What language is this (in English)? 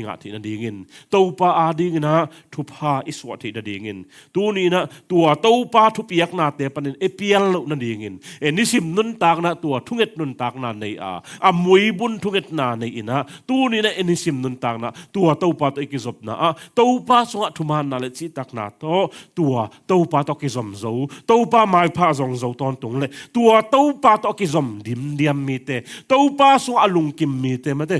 Tedim Chin